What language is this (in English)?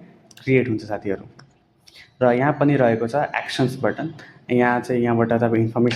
Nepali